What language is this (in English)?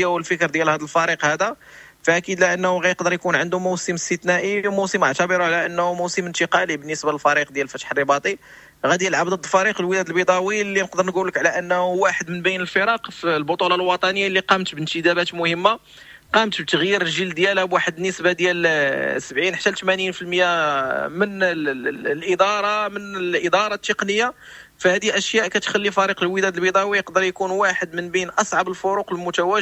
Moroccan Arabic